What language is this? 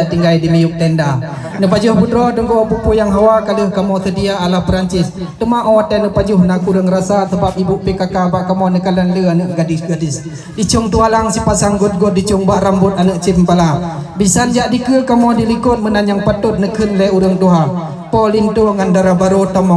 Achinese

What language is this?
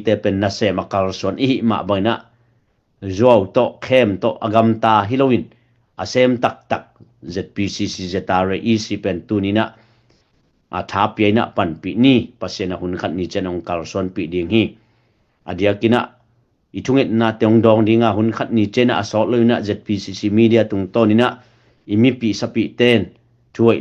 Tedim Chin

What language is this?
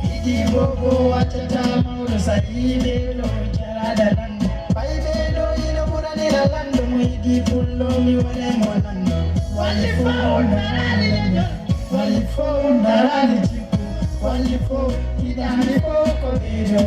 Fula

